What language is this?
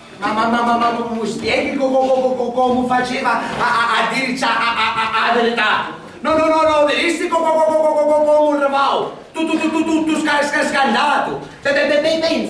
Sicilian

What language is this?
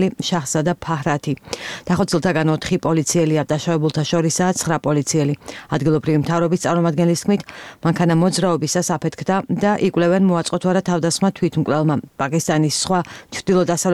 Georgian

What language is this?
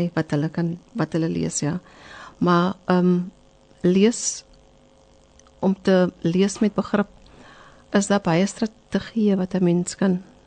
Afrikaans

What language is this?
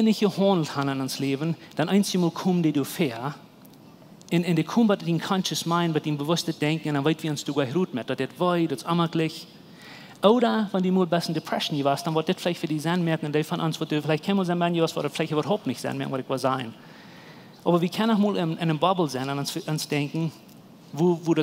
Plautdietsch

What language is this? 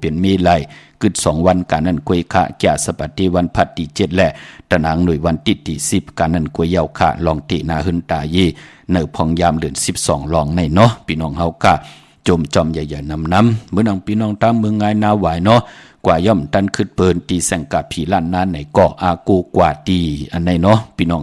Shan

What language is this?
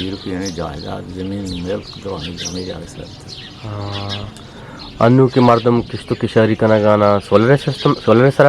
Eastern Balochi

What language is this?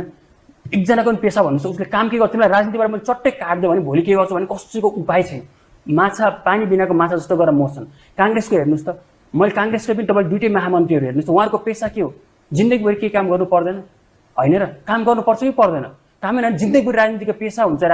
Nepali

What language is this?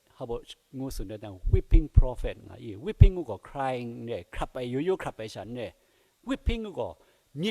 Kachin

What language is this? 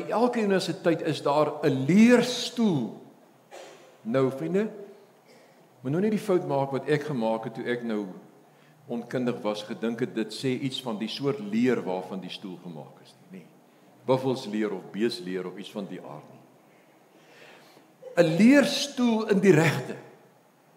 Afrikaans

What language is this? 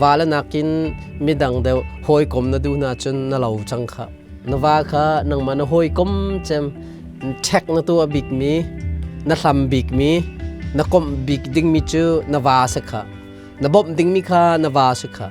Hakha Chin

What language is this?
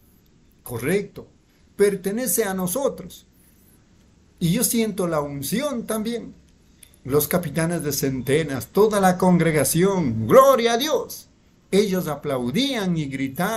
Spanish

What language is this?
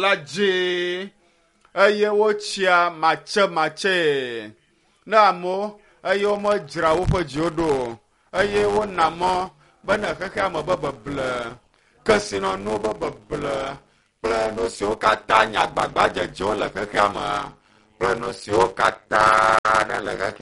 Ewe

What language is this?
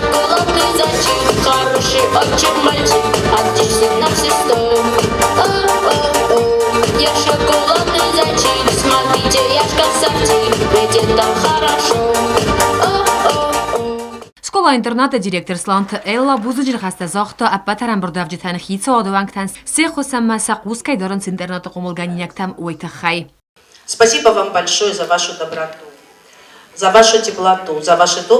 Ossetic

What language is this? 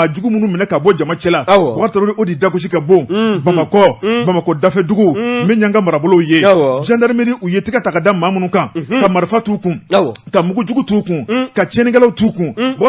Bambara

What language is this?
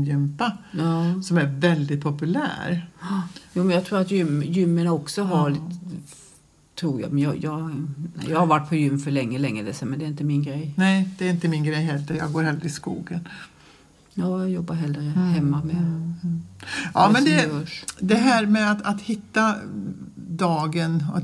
Swedish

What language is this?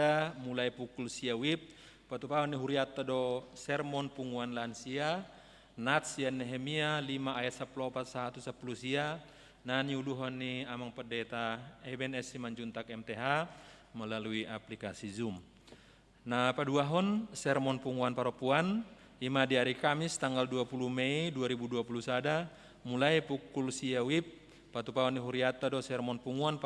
Batak Toba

